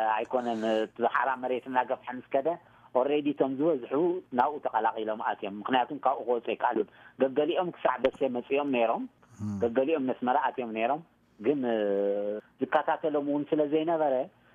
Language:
Tigrinya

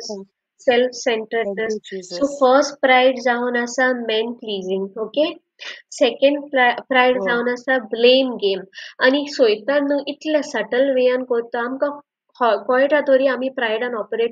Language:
Konkani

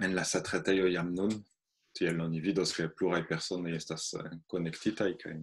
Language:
Esperanto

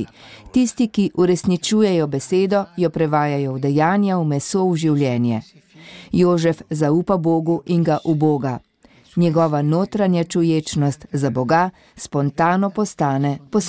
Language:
Slovenian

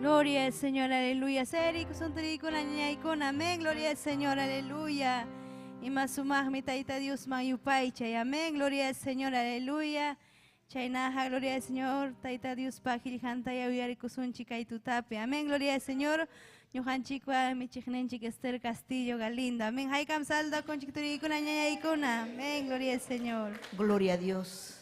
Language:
Ayacucho Quechua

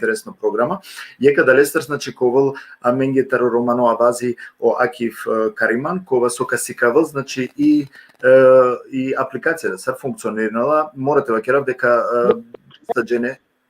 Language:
Balkan Romani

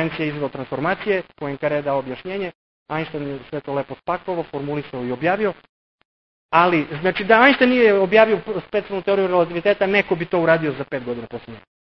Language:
Serbian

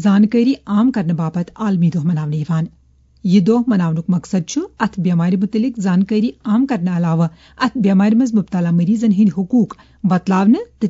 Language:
Kashmiri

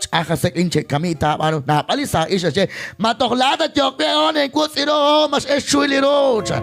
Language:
Kekchí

